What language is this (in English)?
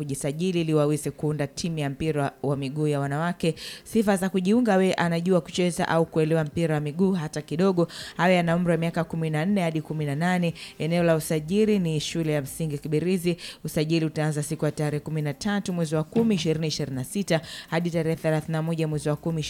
Swahili